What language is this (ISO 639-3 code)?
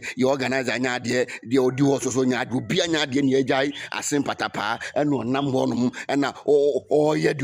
aka